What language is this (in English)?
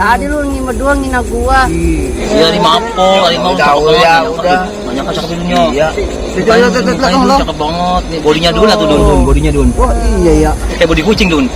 Betawi